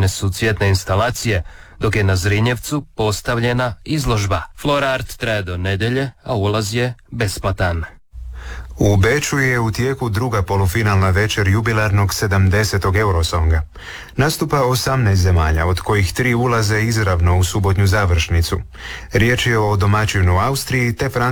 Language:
Croatian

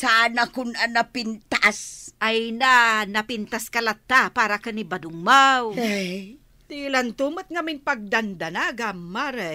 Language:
Iloko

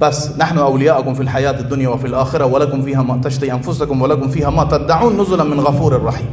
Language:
Persian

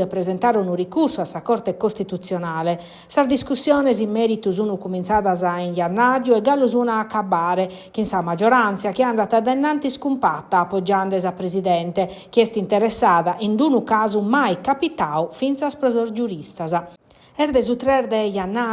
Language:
Sardinian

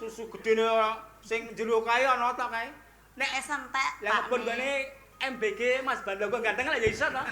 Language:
Javanese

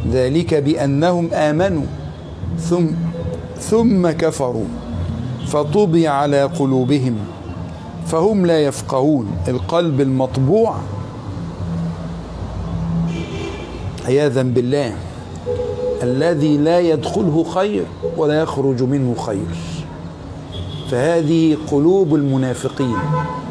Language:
Arabic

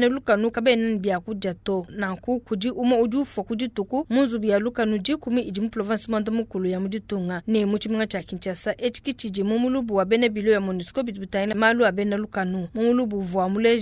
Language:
Luba-Lulua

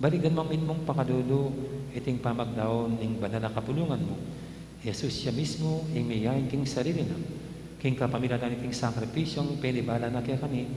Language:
Pampanga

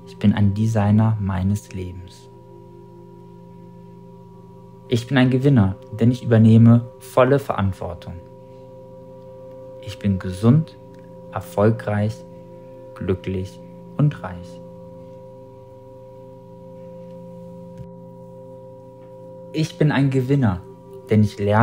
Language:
German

